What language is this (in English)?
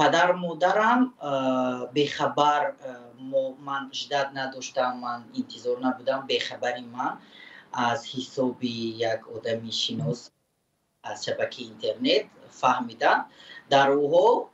Tajik